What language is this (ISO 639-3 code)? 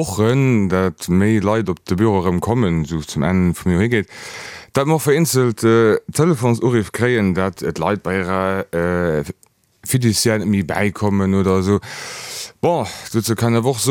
ltz